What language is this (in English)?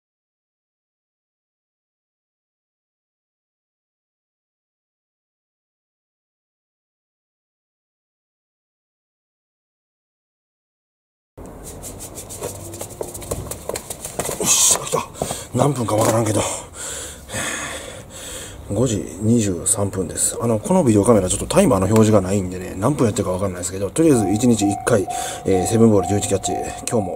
Japanese